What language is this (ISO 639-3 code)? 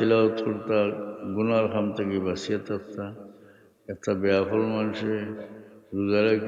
syl